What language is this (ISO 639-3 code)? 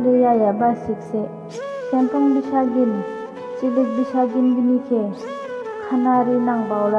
dis